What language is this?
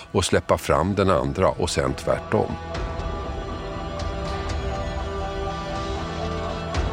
Swedish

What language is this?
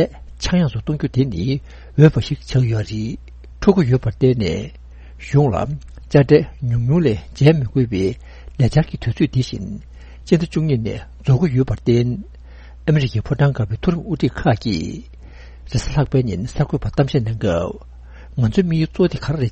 Tibetan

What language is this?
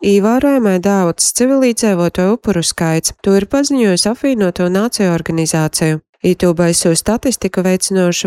Latvian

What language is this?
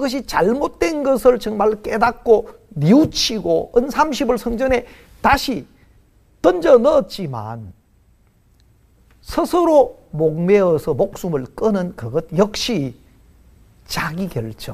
Korean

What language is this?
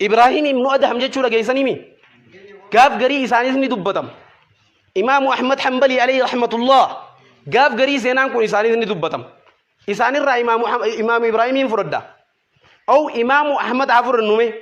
Oromo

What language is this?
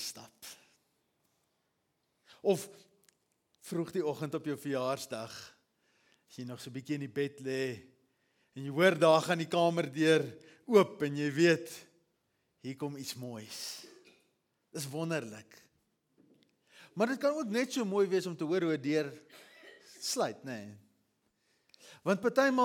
Afrikaans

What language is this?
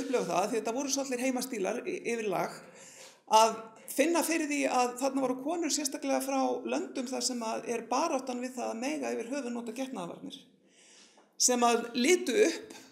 Icelandic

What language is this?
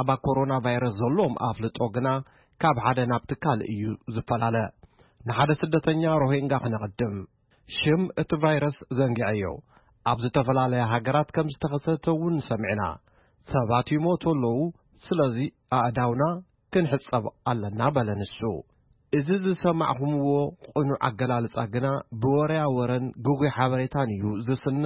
Tigrinya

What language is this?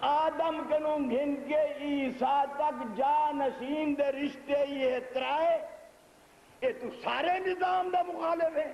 Saraiki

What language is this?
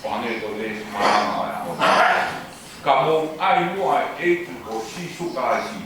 Tongan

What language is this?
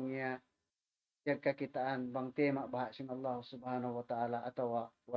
Tausug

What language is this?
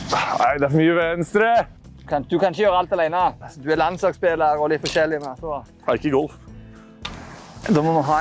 Norwegian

